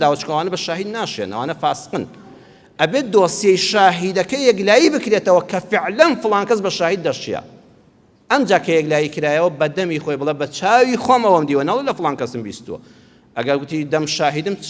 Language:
Central Kurdish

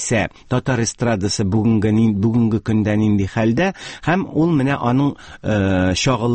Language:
Tatar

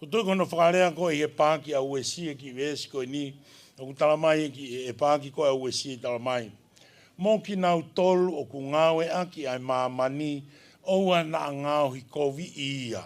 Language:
Tongan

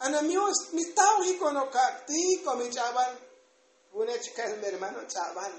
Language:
Tzotzil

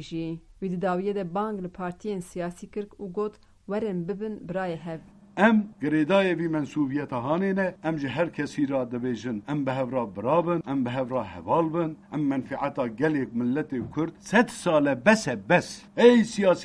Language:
Kurdish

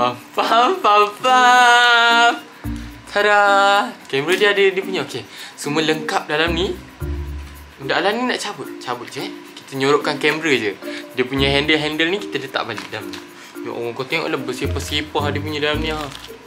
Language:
Malay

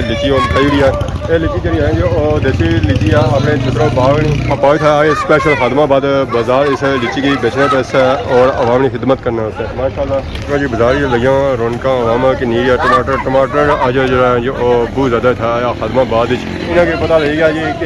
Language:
Pahari-Potwari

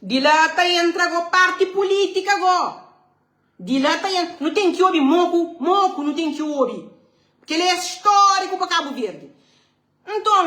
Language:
Kabuverdianu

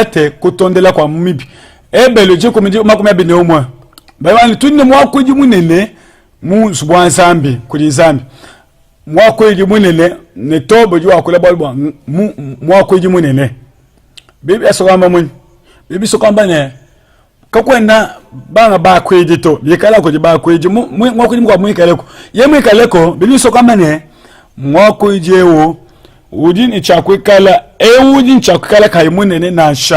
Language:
Luba-Lulua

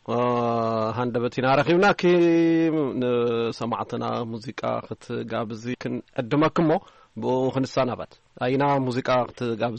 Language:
Tigrinya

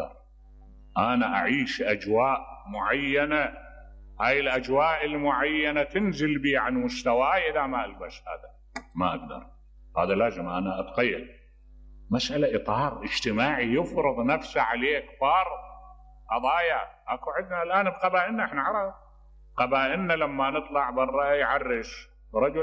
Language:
Mesopotamian Arabic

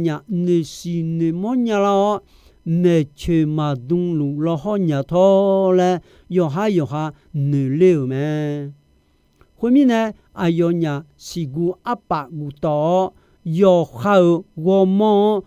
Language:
Akha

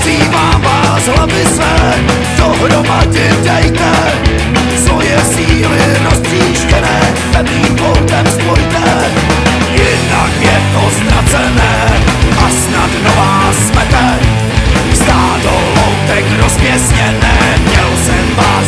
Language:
Czech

